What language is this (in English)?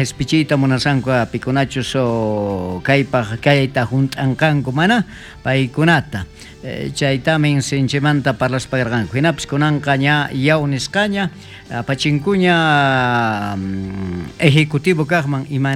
South Bolivian Quechua